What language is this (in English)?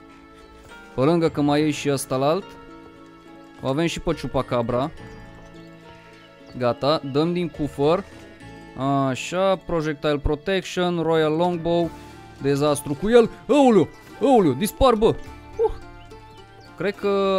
Romanian